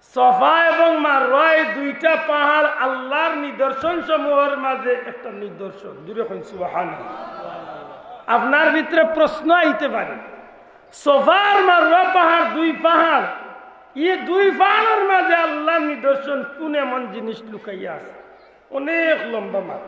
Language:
Sylheti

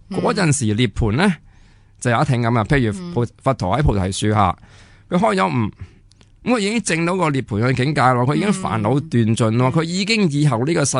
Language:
Cantonese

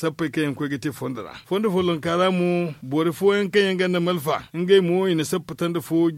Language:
Zarma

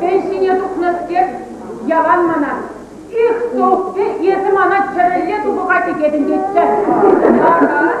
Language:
Chuvash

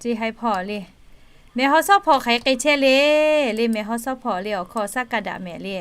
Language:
Lahu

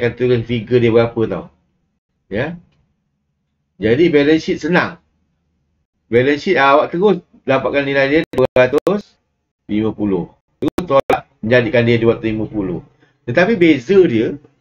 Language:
Malay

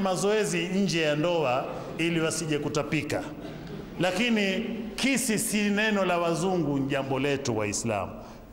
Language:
Swahili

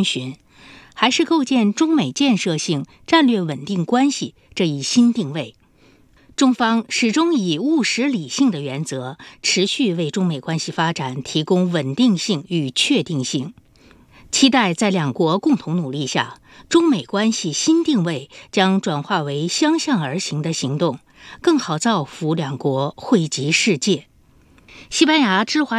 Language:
Chinese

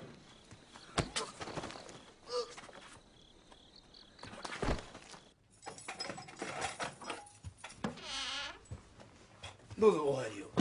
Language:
Japanese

